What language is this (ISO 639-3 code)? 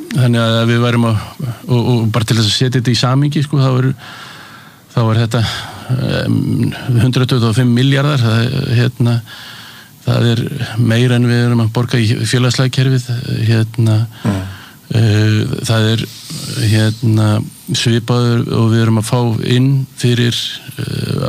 isl